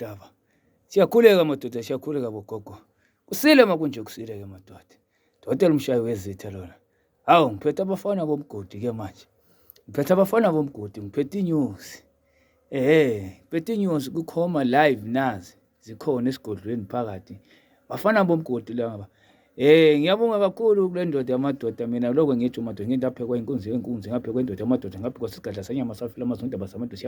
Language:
Zulu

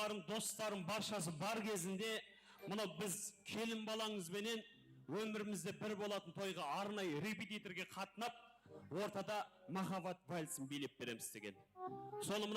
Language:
Kara-Kalpak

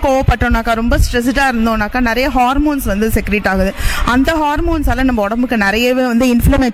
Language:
Tamil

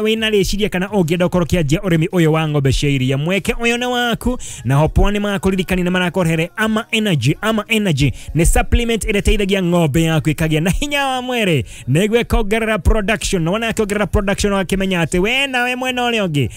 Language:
Kikuyu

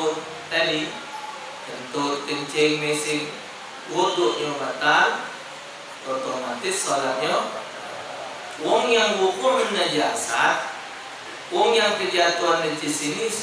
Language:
Musi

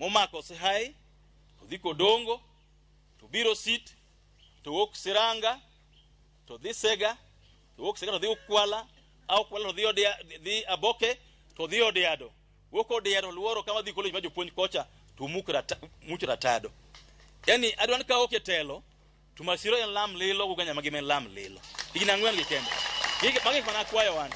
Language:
Luo (Kenya and Tanzania)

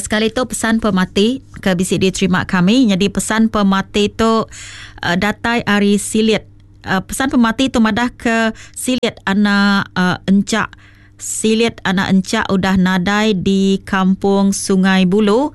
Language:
Iban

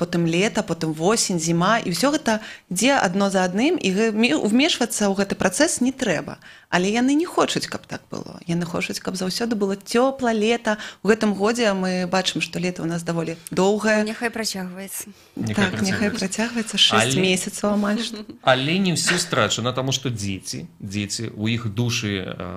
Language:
Belarusian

